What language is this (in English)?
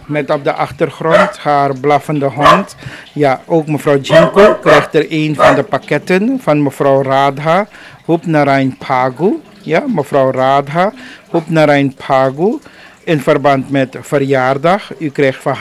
Dutch